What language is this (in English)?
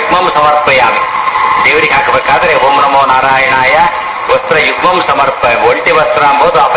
Kannada